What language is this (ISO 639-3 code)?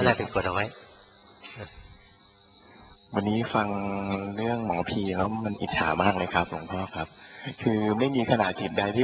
tha